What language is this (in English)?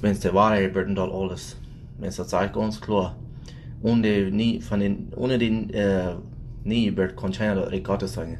Plautdietsch